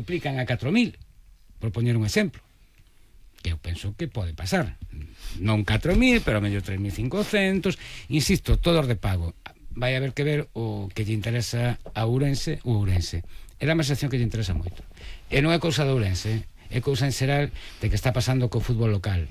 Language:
Galician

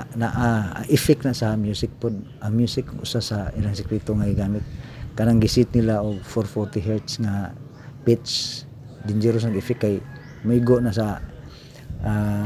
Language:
Cebuano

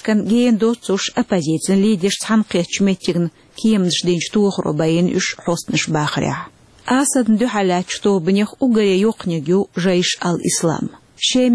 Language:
Chechen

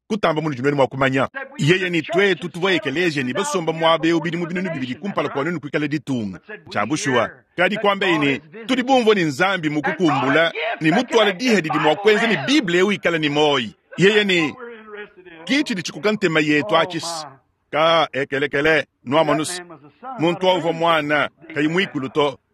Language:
Luba-Lulua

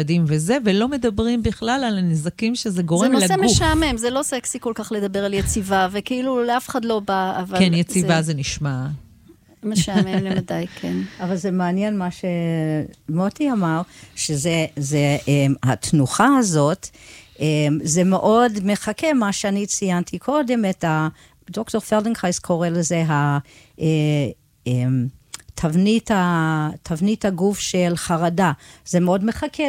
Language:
Hebrew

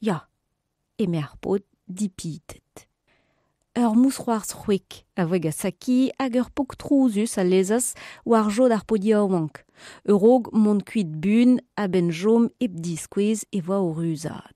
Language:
Breton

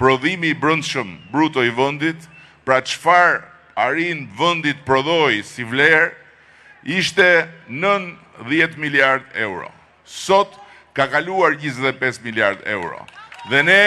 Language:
Albanian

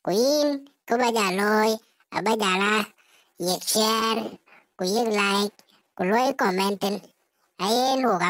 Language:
Dinka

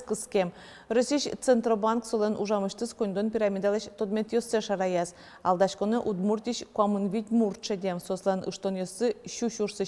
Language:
Udmurt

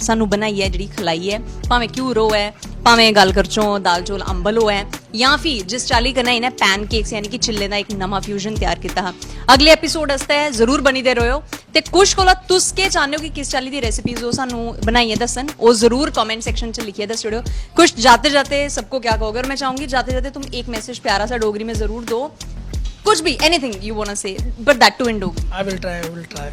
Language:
Dogri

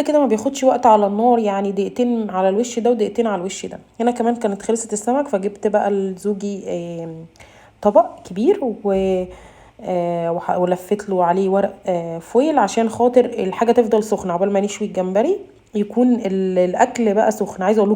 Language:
Egyptian Arabic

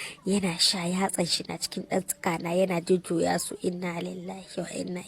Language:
Hausa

